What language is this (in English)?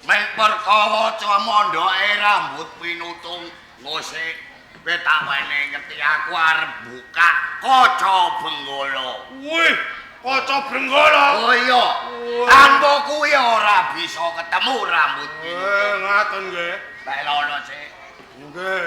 Javanese